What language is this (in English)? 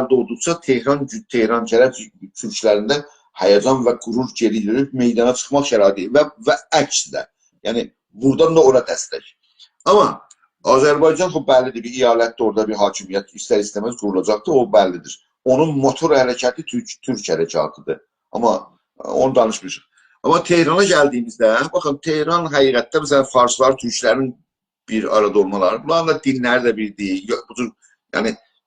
South Azerbaijani